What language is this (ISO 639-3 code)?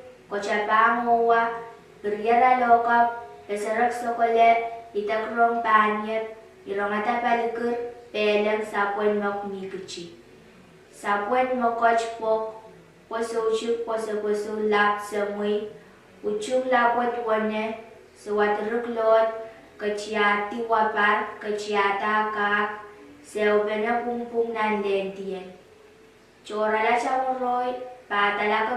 pon